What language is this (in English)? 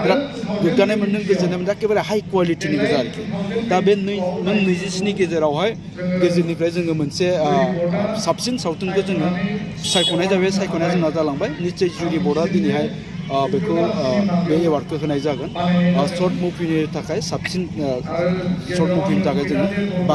Bodo